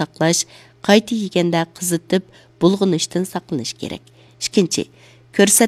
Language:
Uyghur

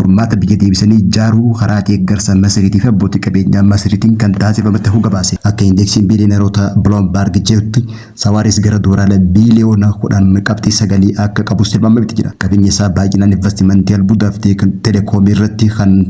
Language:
Oromo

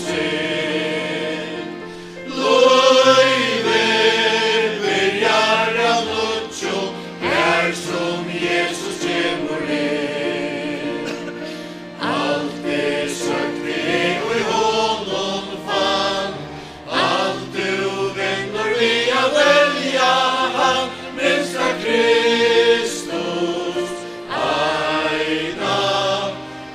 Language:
Faroese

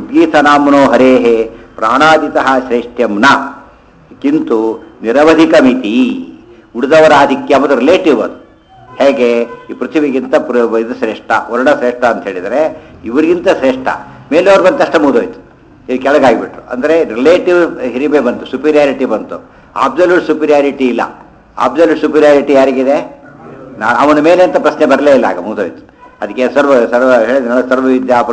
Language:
Kannada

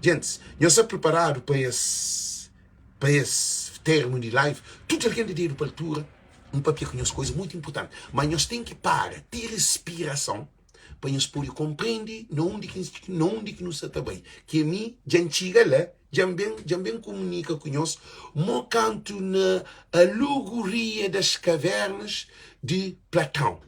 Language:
Kabuverdianu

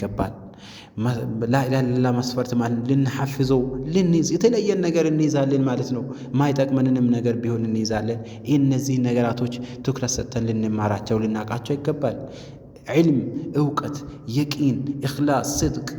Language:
Amharic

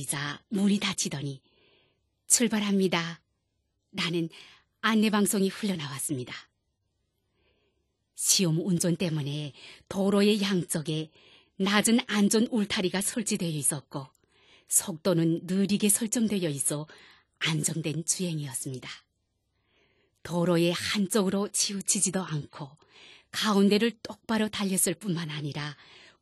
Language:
Korean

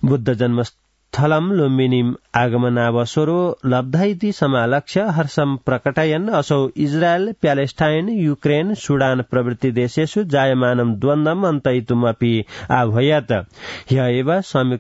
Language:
Sanskrit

